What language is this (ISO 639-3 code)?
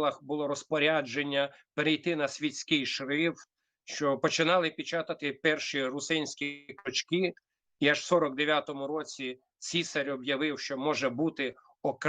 rue